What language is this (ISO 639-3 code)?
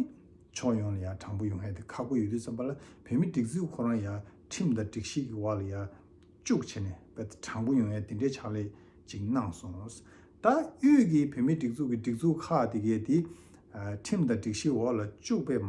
bod